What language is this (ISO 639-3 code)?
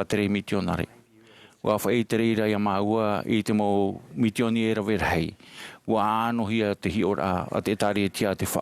tah